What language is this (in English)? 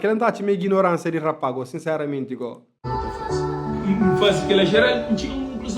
Kabuverdianu